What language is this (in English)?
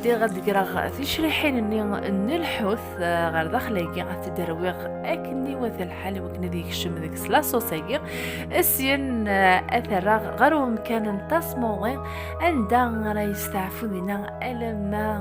Kabyle